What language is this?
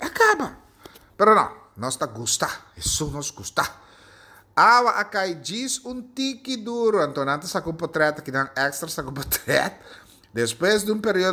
Papiamento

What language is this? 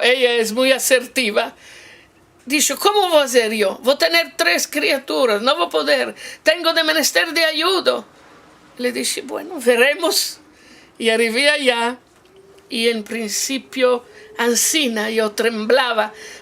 Ladino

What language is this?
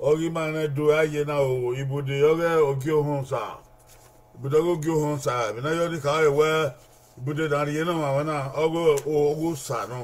Bini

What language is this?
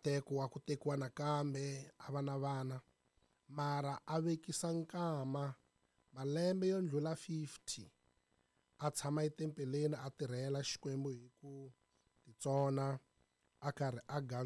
Tsonga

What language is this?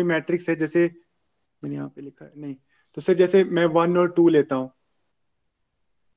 Hindi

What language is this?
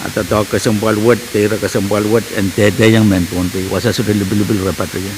Pohnpeian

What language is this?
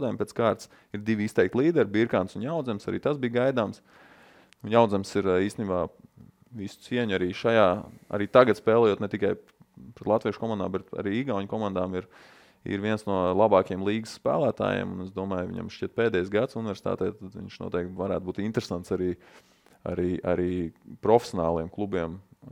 Latvian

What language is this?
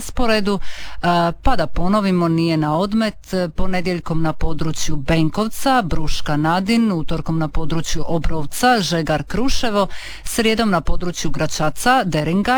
Croatian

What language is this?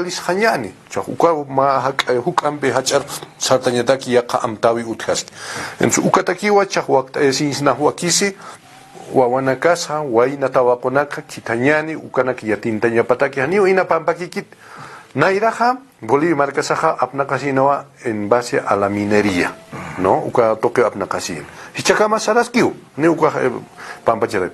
Aymara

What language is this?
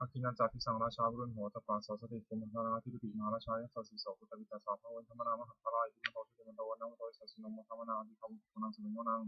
Pali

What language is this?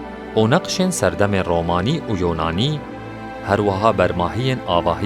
Kurdish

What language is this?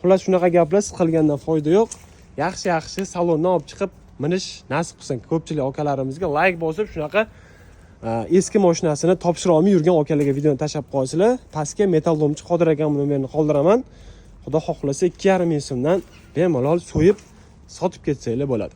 Uzbek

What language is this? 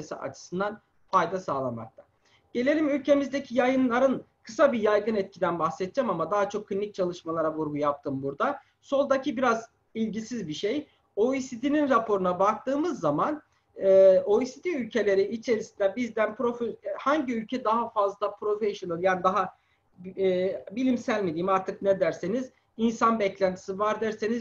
Turkish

